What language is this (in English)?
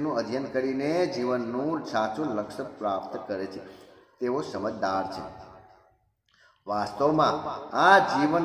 Gujarati